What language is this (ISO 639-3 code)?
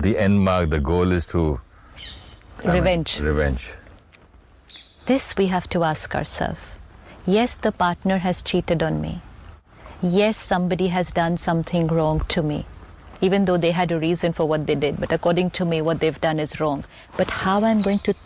eng